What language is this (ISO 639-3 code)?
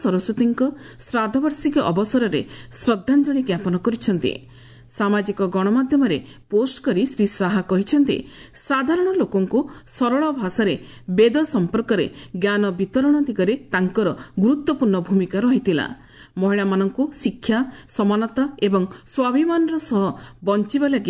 ori